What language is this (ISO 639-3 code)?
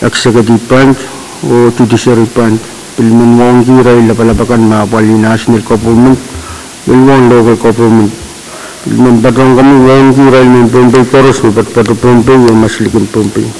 pon